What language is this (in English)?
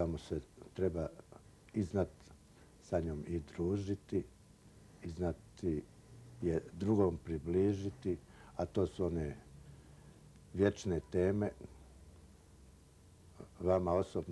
Bosnian